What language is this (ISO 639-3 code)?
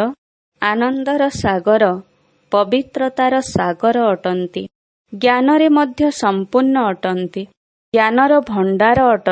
ori